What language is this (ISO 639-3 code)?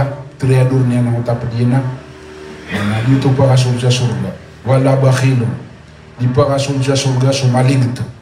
mrw